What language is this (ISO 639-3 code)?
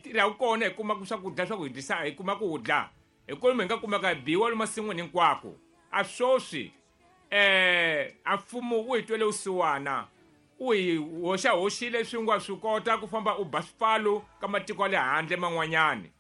tso